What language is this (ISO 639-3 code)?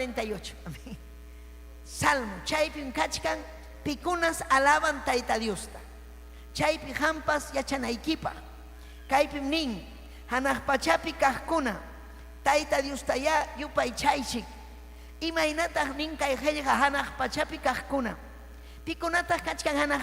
quy